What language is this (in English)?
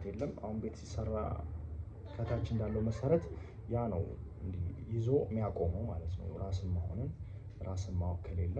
Amharic